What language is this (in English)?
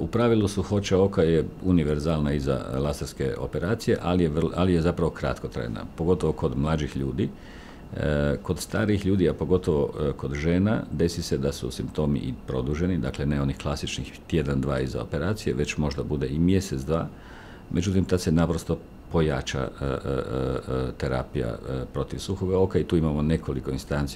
Croatian